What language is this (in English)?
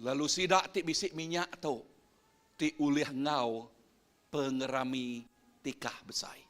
Iban